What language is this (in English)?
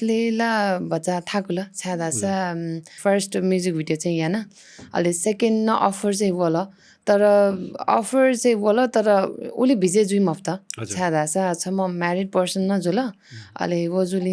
Newari